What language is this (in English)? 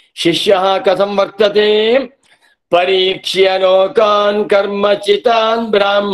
Sanskrit